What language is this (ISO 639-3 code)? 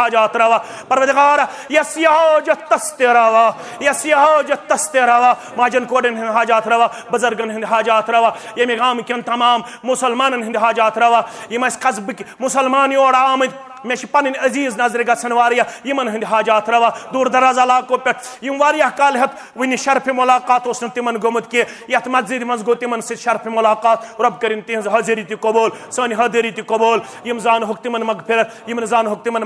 kas